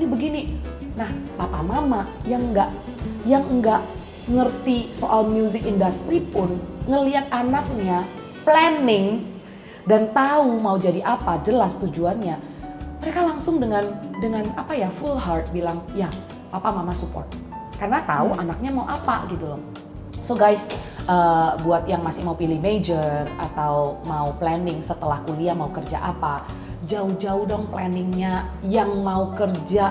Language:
Indonesian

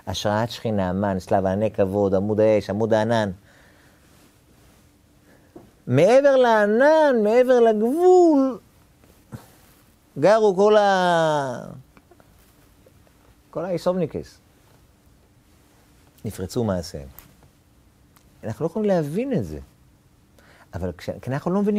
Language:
Hebrew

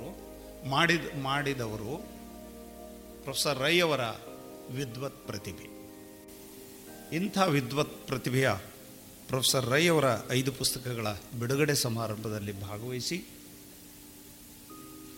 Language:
Kannada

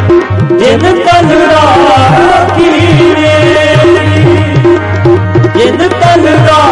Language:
Punjabi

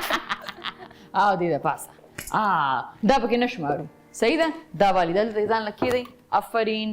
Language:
Pashto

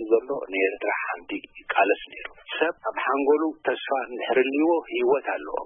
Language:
Tigrinya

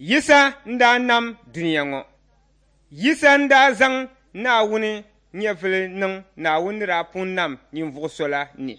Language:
Dagbani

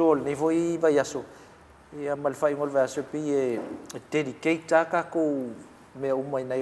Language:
Samoan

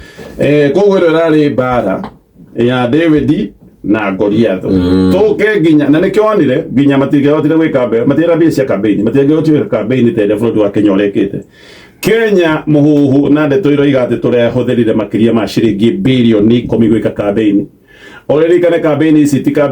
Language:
Kikuyu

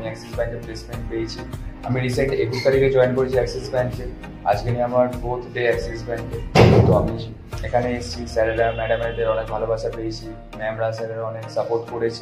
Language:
Bangla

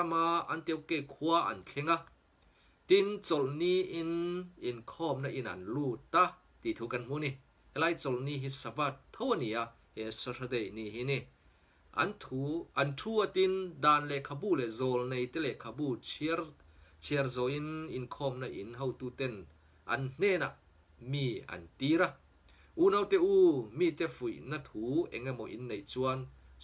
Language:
Mizo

